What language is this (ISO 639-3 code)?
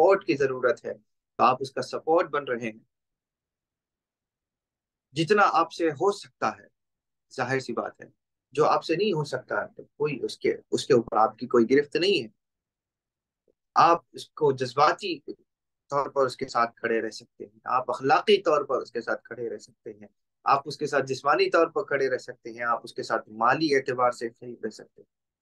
urd